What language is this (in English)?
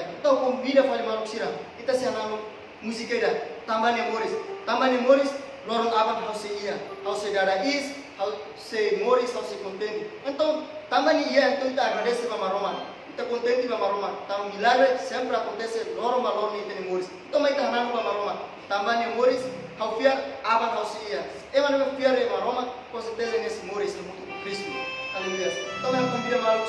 Tetum